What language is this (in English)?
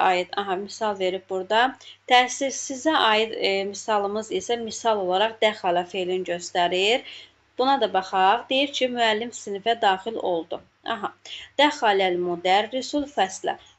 Azerbaijani